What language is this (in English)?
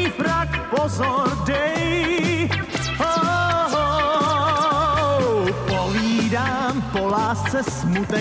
Czech